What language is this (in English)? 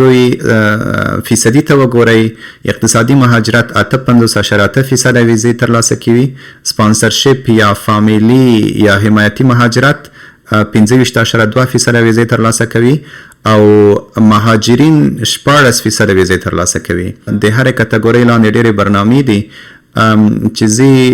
Pashto